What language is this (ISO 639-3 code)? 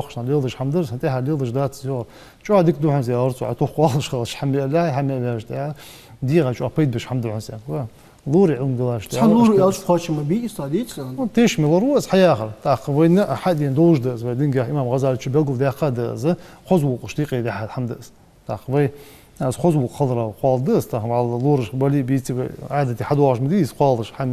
inh